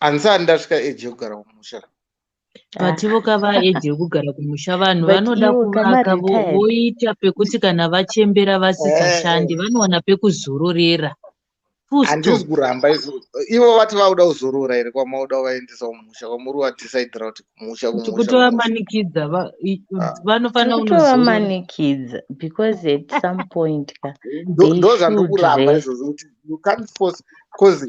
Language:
Shona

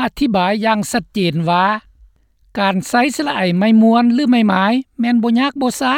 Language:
Lao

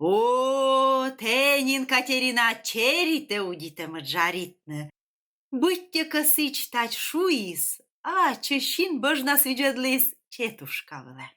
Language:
Komi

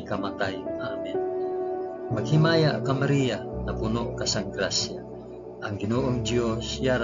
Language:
Hiligaynon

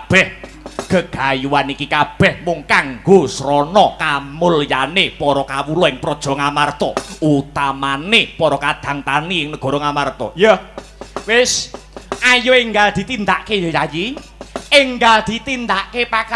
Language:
Javanese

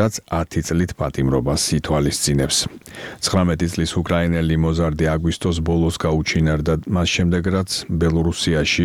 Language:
Georgian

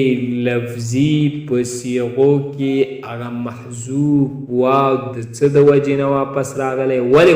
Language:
Pashto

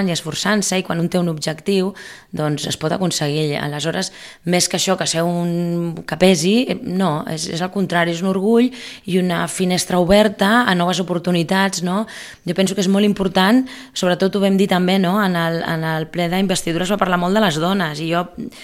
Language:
Catalan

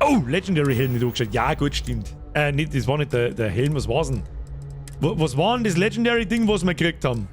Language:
Bavarian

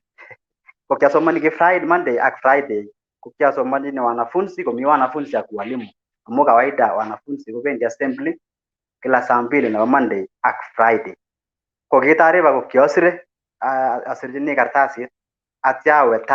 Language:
Kalenjin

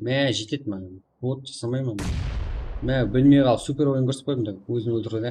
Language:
Kara-Kalpak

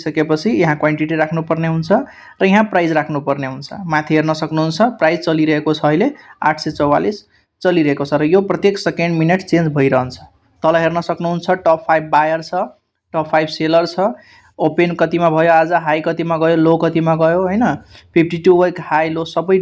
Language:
Nepali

